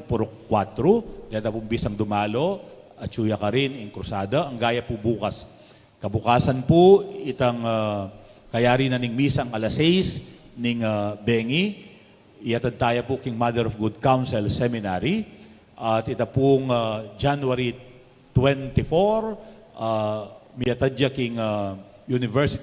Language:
Pampanga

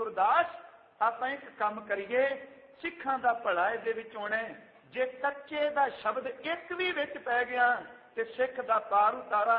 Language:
Punjabi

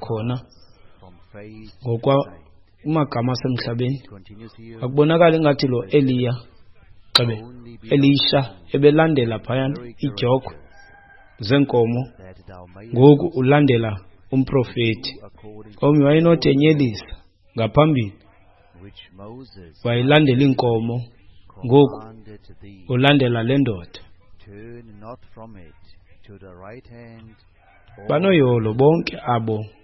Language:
Xhosa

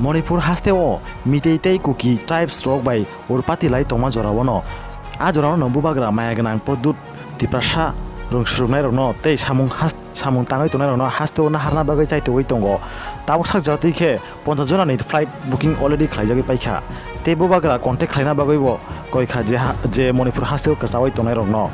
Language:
Kok Borok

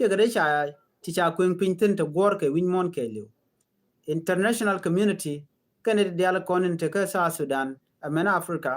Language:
Nuer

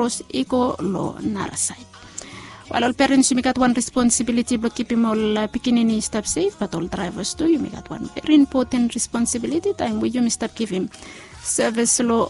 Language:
Bislama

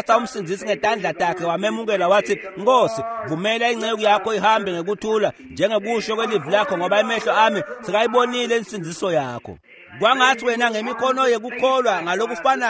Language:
Swati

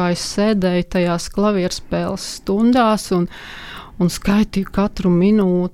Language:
Latvian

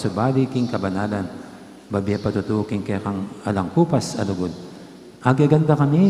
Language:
Pampanga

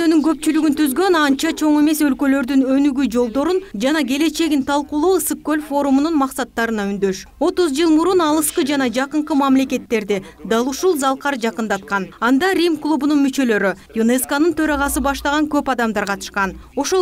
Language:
Kyrgyz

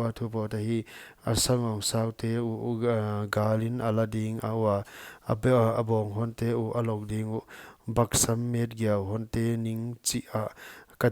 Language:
Paite Chin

